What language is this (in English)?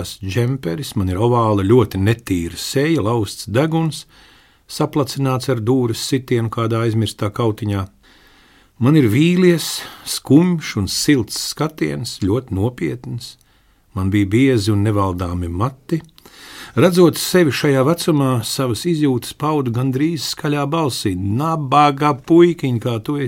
Latvian